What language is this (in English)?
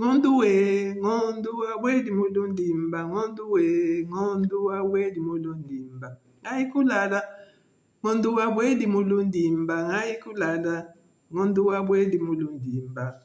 Luba-Lulua